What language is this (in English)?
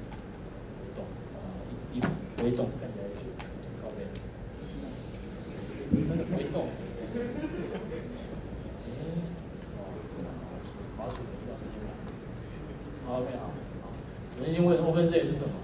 Chinese